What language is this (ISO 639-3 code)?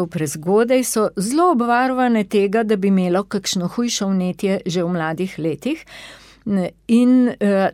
slv